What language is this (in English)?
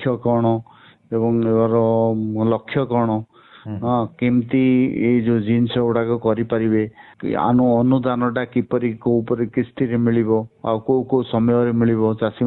Odia